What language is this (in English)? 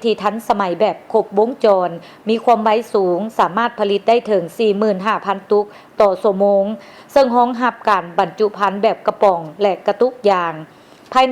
Lao